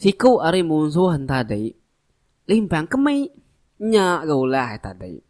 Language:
Iban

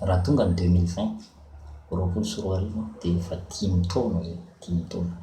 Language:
Malagasy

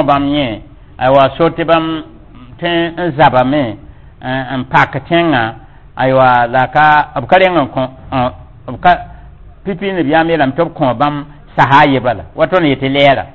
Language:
Mossi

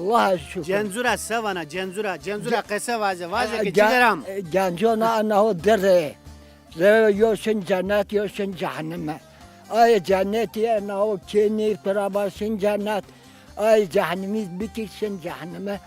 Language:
Zaza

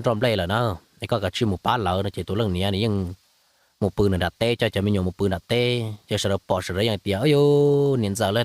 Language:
Hmong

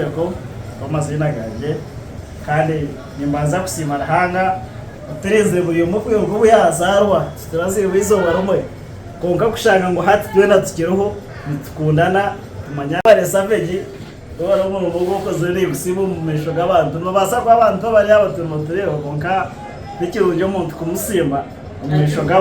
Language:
Nyankole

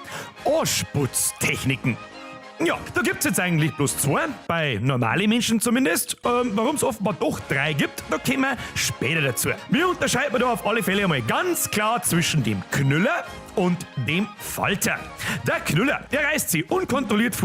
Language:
Bavarian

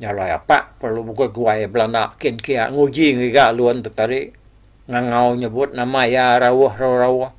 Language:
Iban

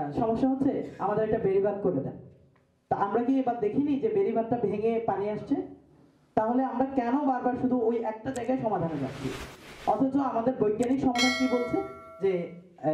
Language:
Bangla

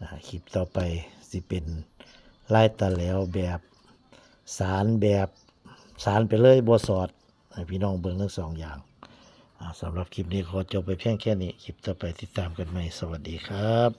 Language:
Northeastern Thai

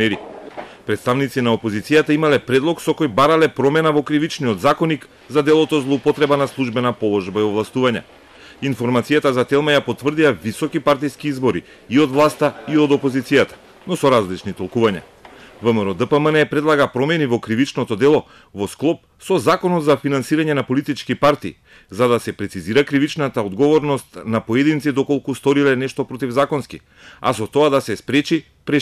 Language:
Macedonian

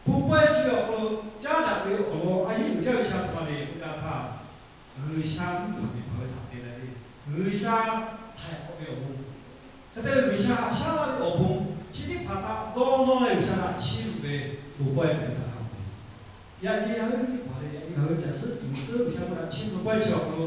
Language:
Lahu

